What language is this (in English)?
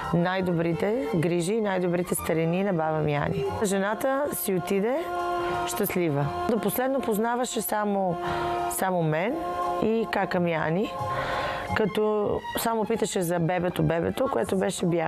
Bulgarian